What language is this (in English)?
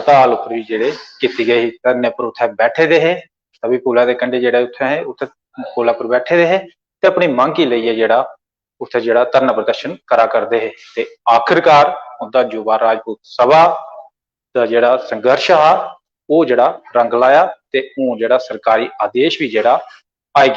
Dogri